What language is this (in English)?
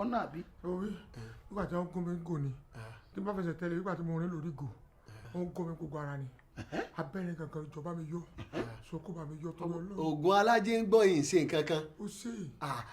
Yoruba